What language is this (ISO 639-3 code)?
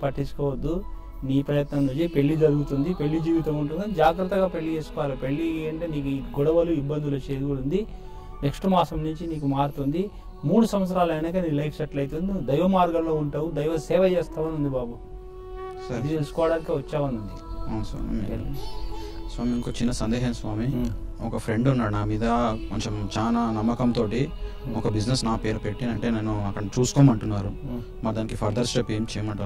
tel